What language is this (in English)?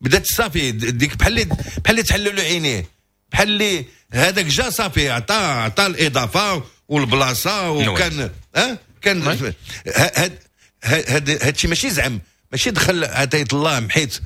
Moroccan Arabic